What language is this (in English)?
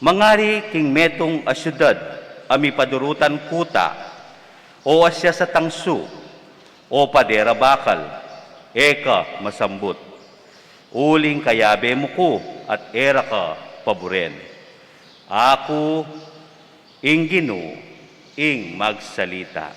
Pampanga